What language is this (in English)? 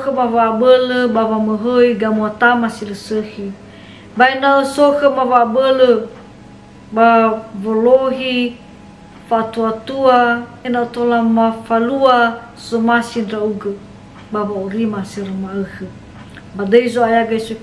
Nias